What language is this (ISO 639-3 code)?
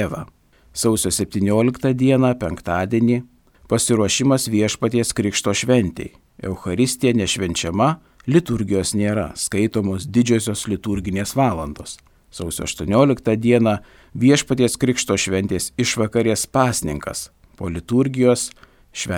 lit